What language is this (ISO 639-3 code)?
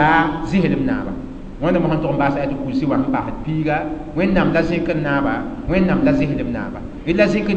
mos